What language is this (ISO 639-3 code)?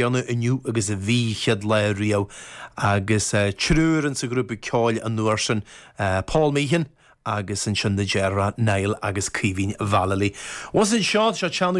gle